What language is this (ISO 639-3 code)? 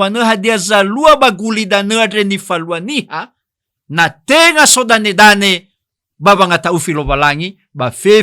nia